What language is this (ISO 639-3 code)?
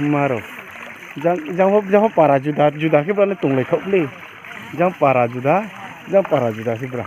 ria